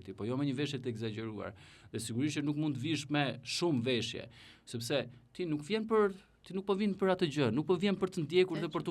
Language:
Albanian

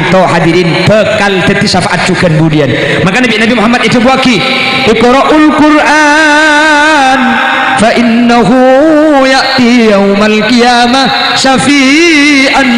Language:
Madurese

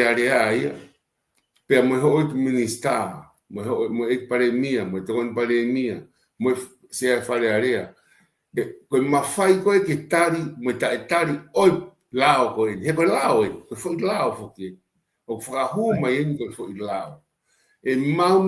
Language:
Tongan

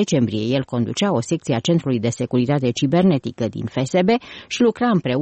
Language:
Romanian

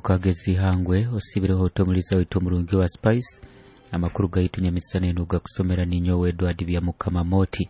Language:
Nyoro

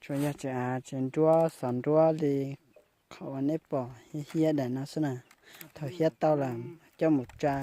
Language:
Hmong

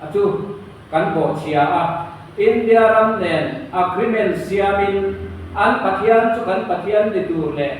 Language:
Mizo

